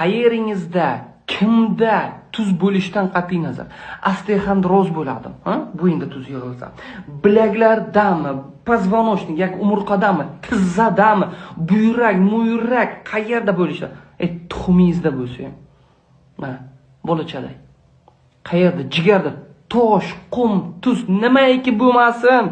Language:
Uzbek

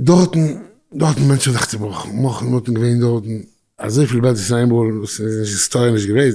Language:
Yiddish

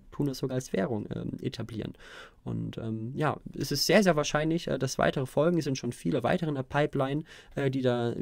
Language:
German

